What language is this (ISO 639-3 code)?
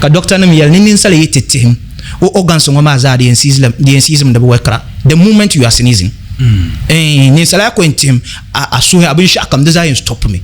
dag